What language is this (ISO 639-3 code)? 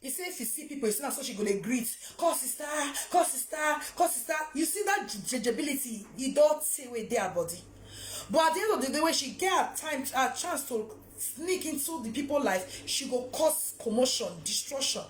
pcm